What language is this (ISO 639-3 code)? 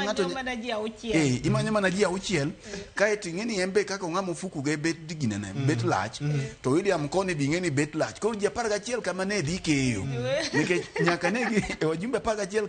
luo